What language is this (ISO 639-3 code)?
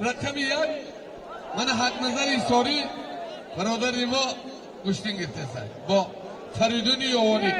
tgk